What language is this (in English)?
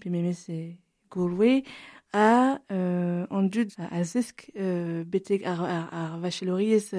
Breton